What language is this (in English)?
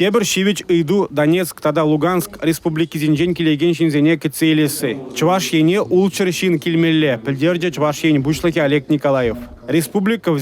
Chuvash